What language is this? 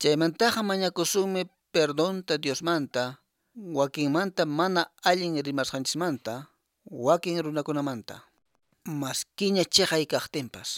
Quechua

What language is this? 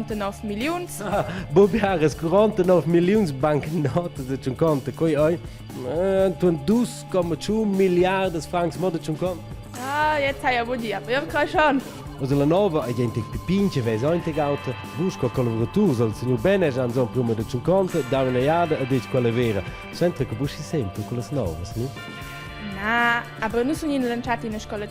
Romansh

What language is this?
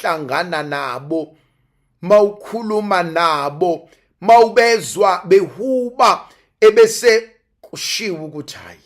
Zulu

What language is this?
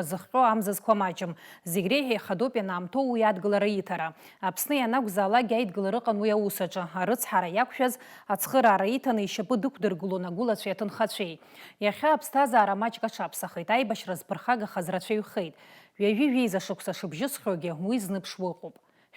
Abkhazian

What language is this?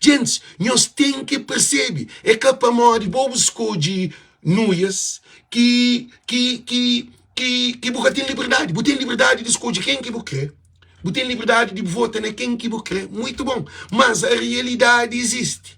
Kabuverdianu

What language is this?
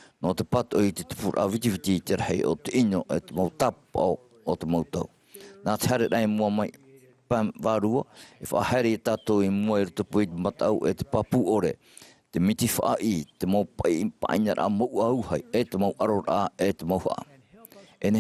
Tahitian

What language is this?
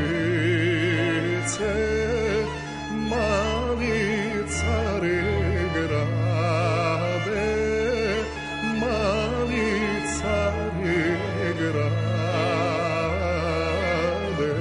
Serbian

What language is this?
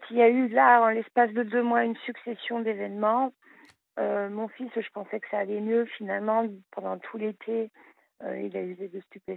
French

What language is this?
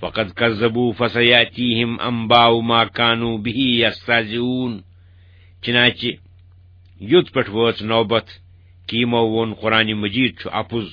Kashmiri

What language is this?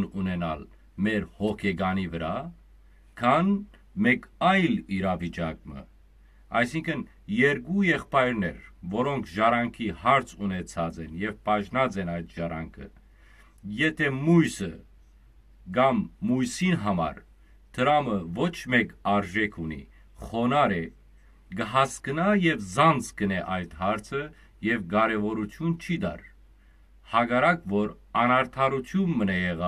Western Armenian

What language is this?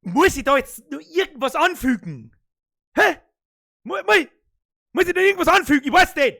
Bavarian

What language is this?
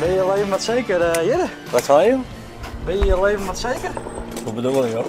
Western Frisian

